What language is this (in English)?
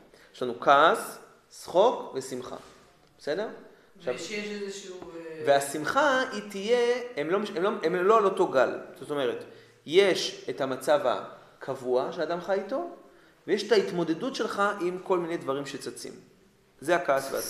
Hebrew